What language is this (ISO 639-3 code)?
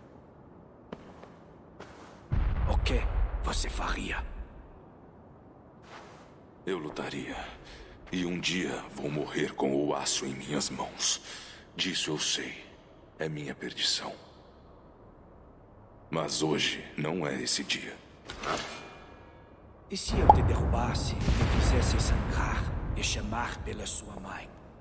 por